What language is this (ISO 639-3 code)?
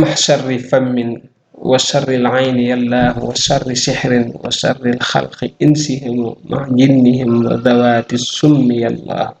wol